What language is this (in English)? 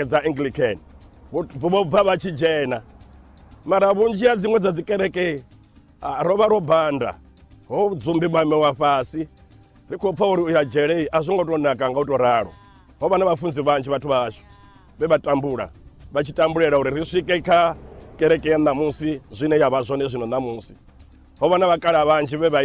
Venda